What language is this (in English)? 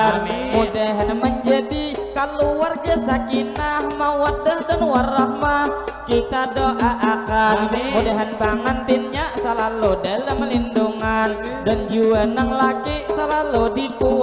Banjar